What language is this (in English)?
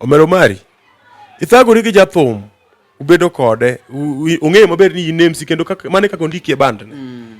Luo (Kenya and Tanzania)